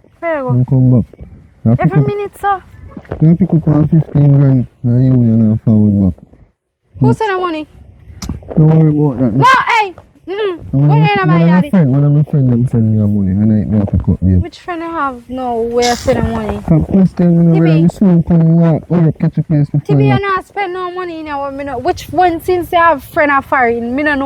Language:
Jamaican Creole English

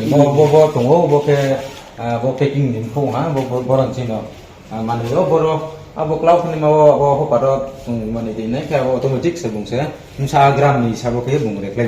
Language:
Riang (India)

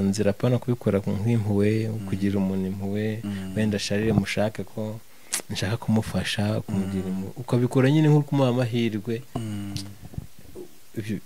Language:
Kinyarwanda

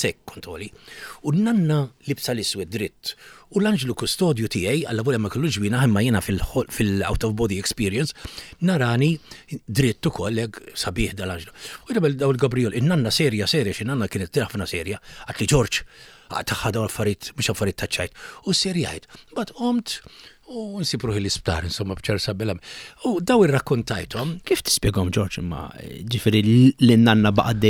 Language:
Maltese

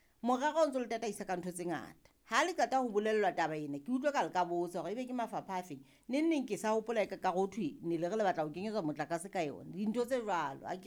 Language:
Southern Sotho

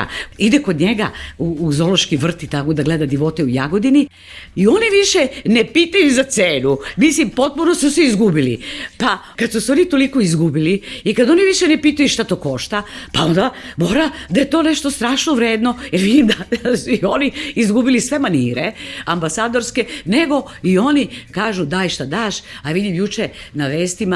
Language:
Serbian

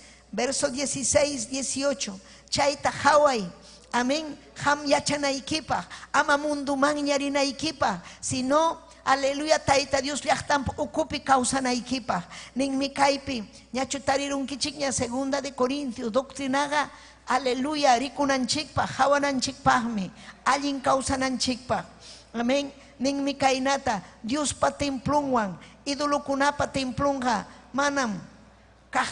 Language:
Ayacucho Quechua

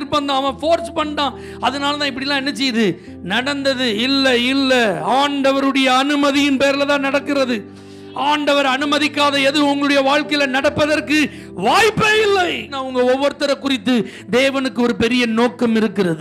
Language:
Tamil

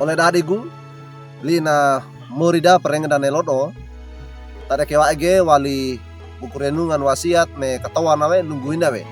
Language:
Wejewa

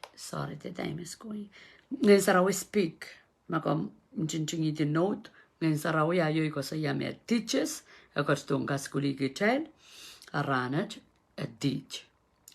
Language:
Pohnpeian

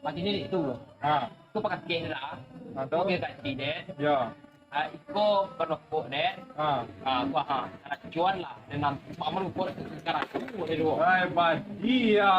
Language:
Minangkabau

